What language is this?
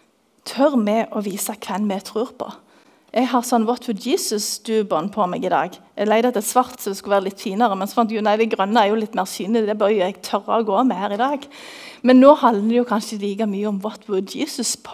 Norwegian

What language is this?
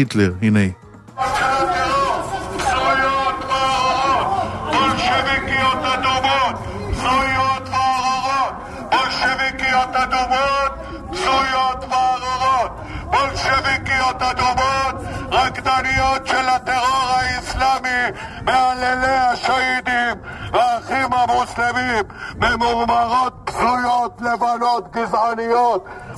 Hebrew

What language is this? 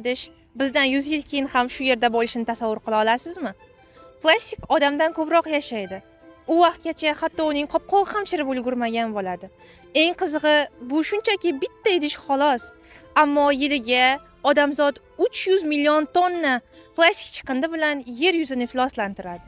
Uzbek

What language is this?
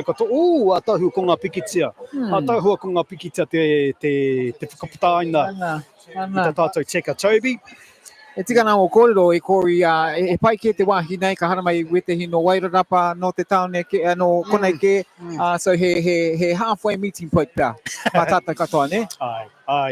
Māori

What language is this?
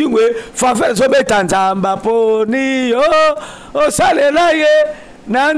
Lingala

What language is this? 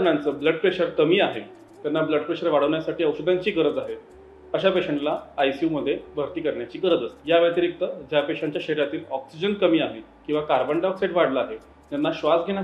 Marathi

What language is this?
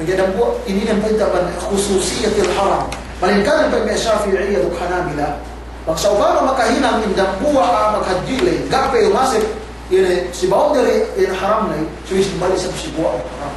Yakan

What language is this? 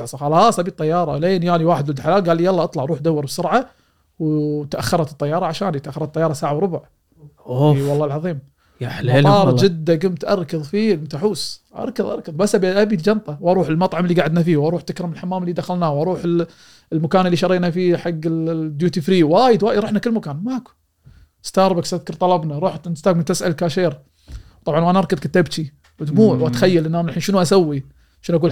Gulf Arabic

